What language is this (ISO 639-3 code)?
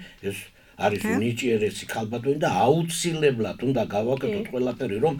kat